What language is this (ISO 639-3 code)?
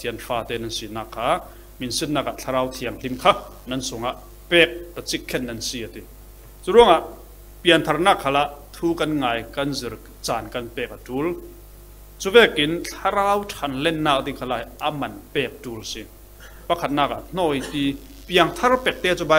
cfm